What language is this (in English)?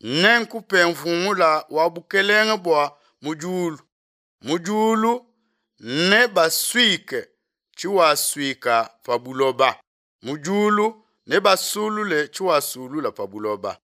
Luba-Lulua